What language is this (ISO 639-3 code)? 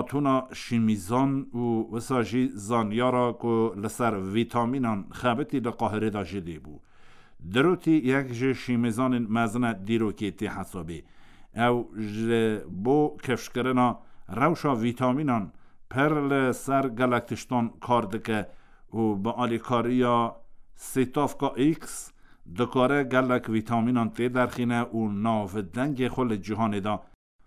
kur